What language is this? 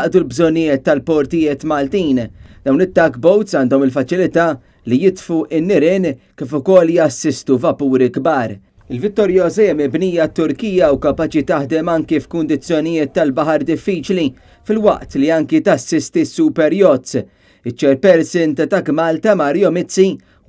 Maltese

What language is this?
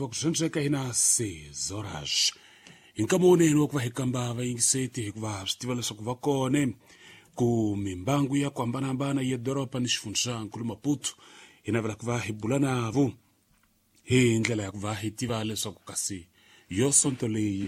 Tsonga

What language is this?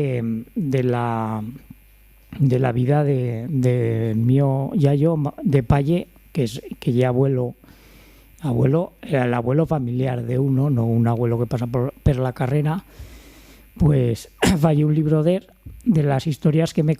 Aragonese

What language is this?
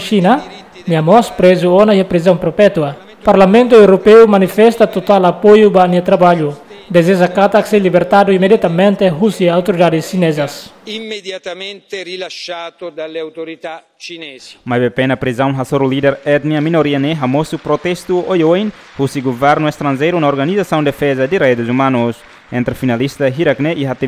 Tetum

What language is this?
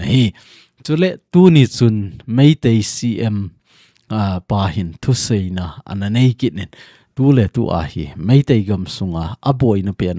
Thado Chin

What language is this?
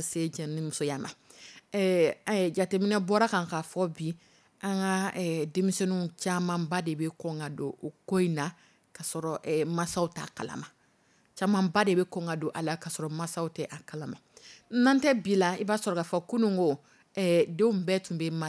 Dyula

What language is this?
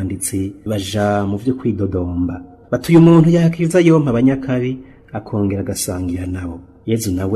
Rundi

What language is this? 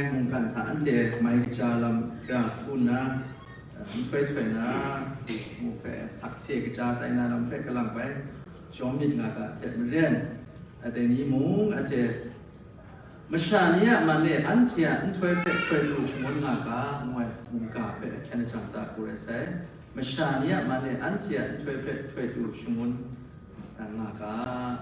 Kachin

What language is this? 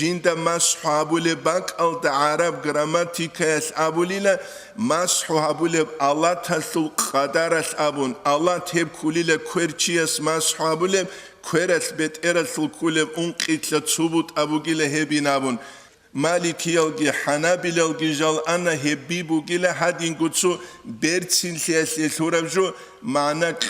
Avaric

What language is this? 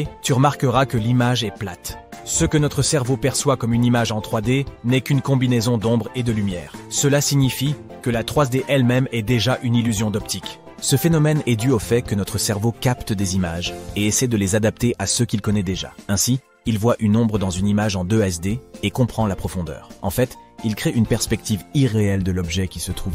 French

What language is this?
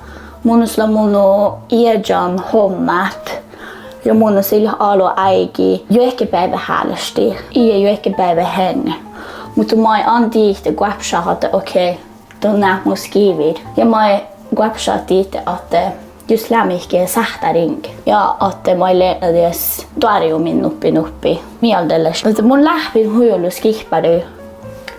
Northern Sami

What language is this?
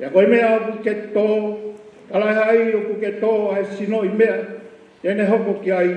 Tongan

